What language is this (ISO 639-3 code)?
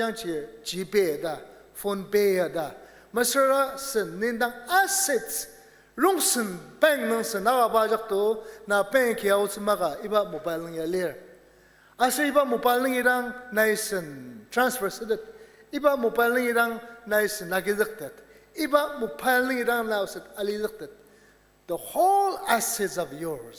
njo